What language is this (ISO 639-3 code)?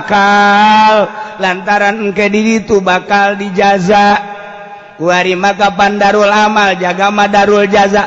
sun